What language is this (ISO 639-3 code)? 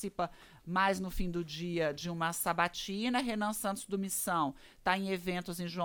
por